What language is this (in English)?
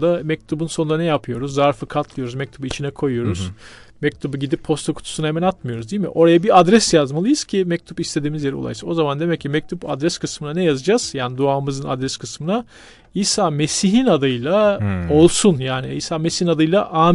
Turkish